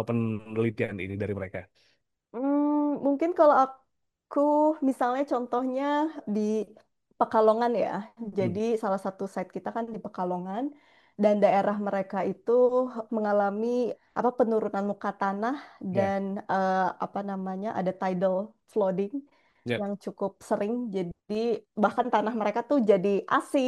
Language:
Indonesian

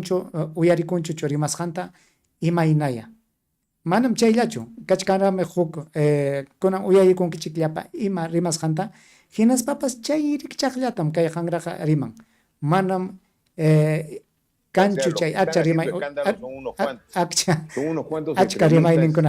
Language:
Ayacucho Quechua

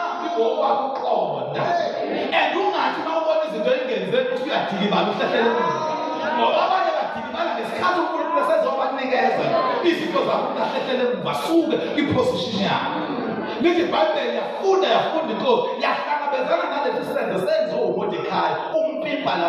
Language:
Zulu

